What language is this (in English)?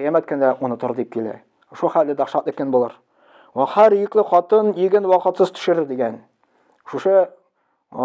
Tatar